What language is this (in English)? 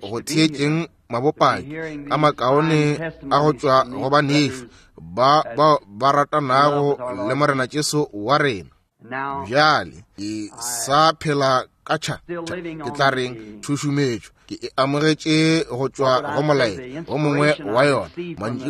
Northern Sotho